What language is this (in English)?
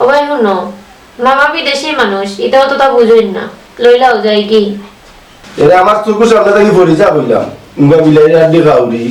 Sylheti